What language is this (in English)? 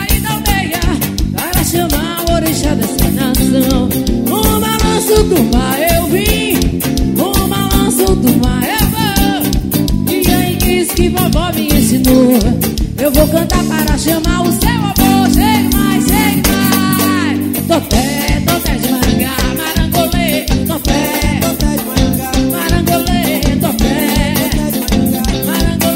Portuguese